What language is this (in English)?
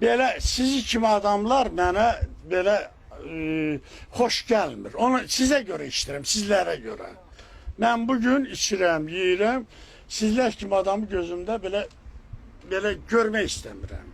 Azerbaijani